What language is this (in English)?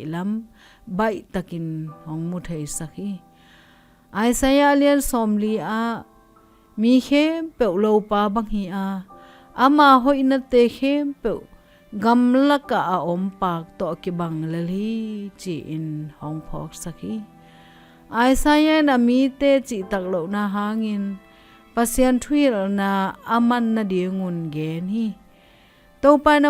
Tedim Chin